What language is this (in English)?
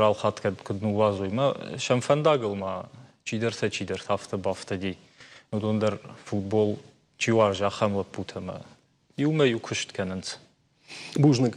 Ossetic